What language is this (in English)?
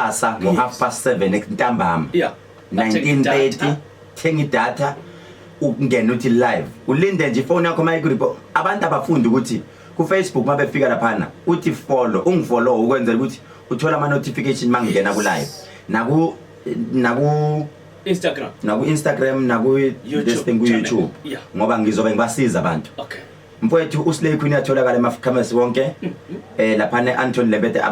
Zulu